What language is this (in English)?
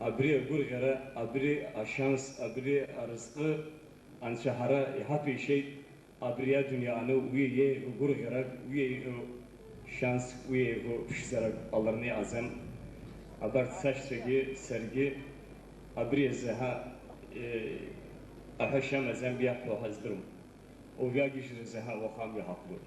Abkhazian